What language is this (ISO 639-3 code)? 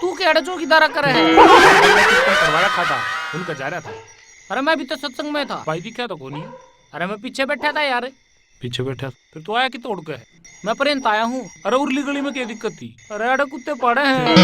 bgc